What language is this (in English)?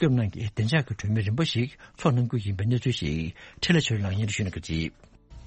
Tibetan